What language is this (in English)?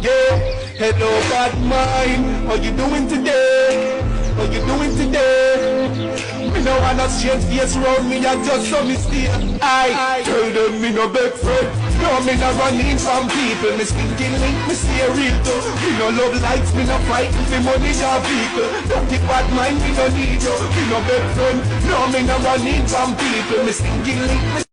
Jamaican Creole English